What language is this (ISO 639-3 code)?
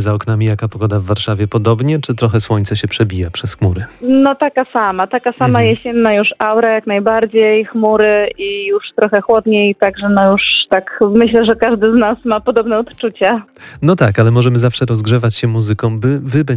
pol